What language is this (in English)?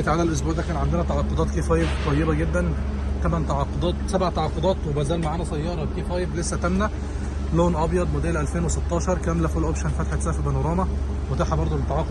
Egyptian Arabic